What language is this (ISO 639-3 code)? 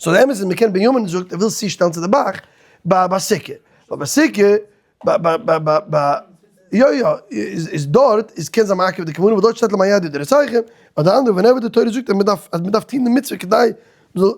yid